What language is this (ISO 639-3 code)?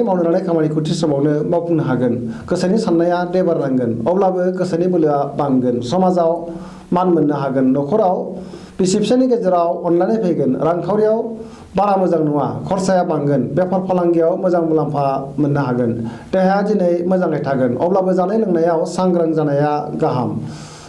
brx